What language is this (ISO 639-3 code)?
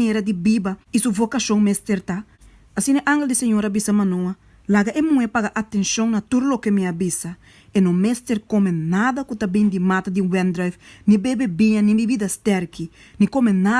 pap